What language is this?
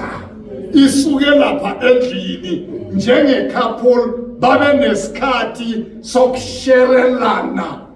Zulu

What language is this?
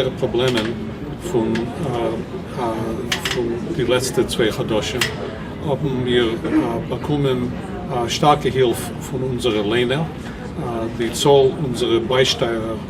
Yiddish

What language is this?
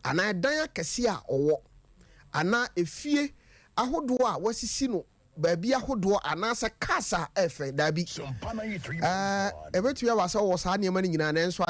Akan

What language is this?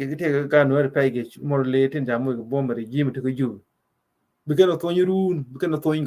Nuer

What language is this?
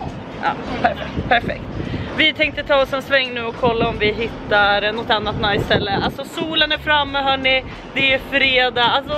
Swedish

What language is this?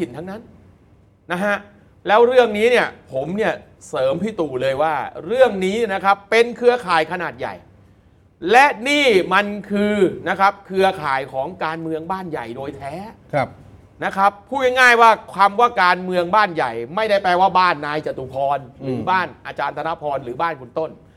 Thai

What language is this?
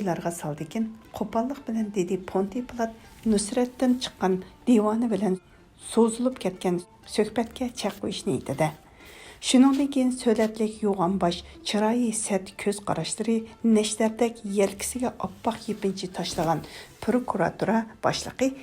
Uyghur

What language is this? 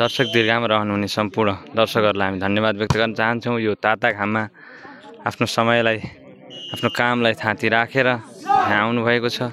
Nepali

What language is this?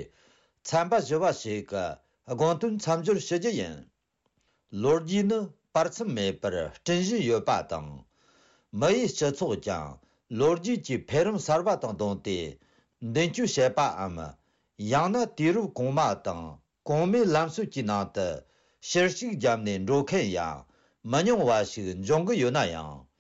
Tibetan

